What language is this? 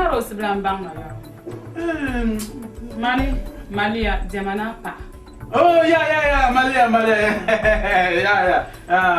Dagbani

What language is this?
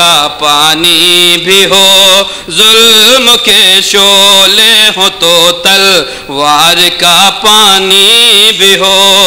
Urdu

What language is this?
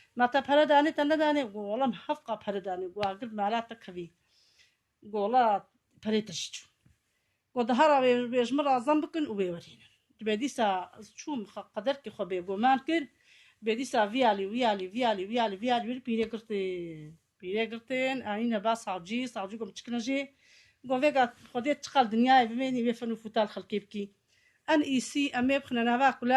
Kurdish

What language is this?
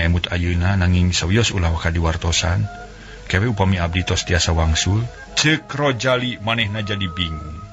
Sundanese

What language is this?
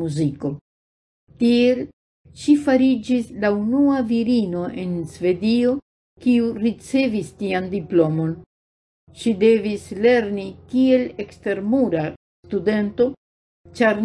Esperanto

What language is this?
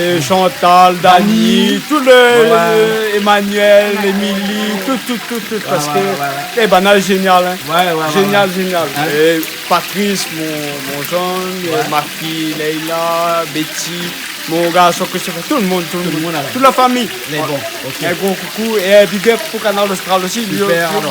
Réunion Creole French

